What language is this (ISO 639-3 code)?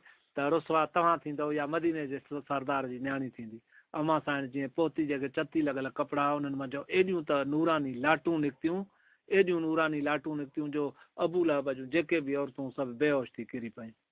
snd